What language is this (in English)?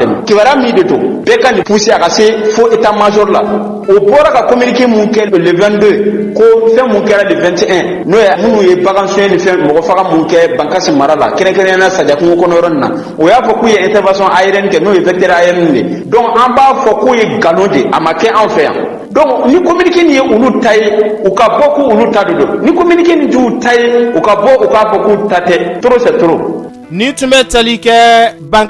Bambara